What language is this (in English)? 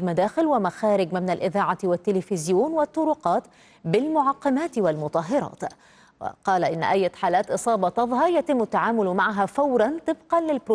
Arabic